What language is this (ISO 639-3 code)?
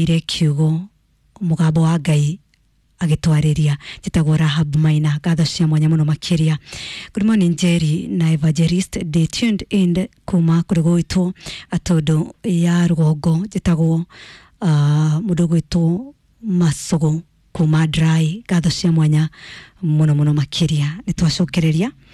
kik